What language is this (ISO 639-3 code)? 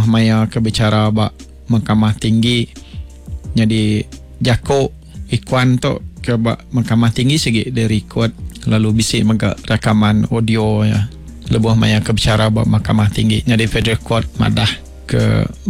iba